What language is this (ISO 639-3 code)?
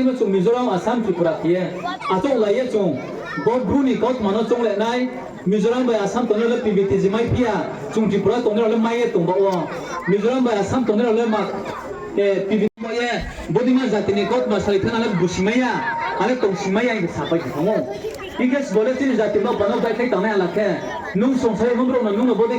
ria